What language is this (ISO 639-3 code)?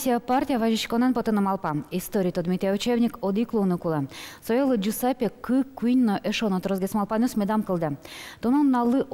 udm